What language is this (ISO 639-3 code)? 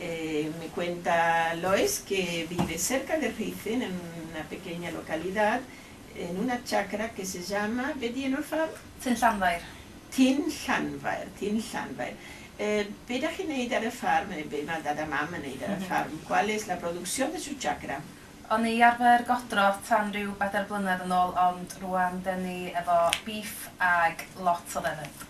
cym